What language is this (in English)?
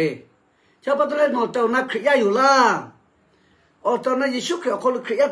Lahu